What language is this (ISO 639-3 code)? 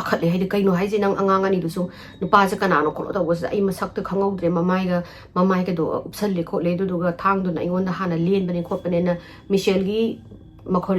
mni